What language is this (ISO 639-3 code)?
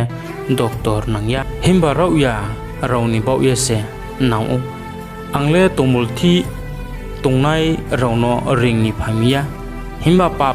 ria